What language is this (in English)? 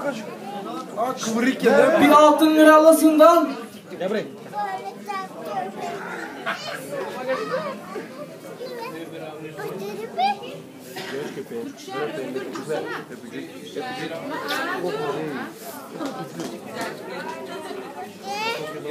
Turkish